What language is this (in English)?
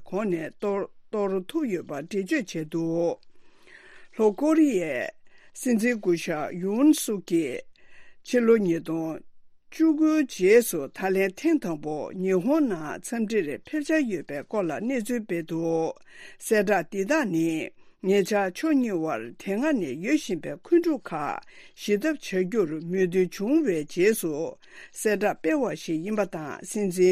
Tibetan